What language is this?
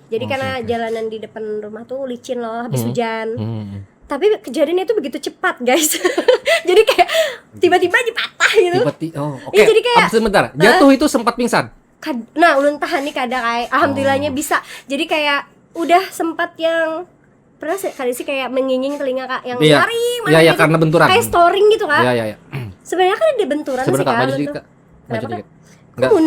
Banjar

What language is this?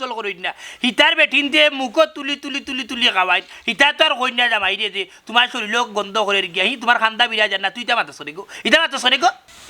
Sylheti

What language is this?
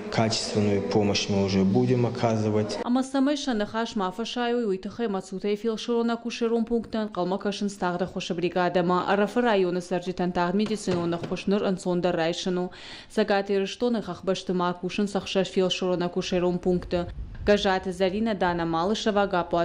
Ossetic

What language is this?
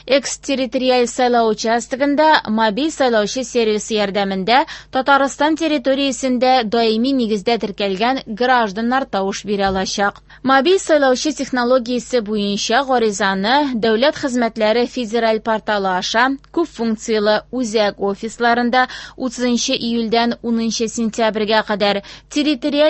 Tatar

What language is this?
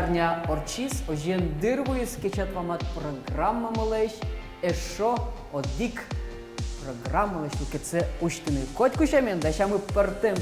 Udmurt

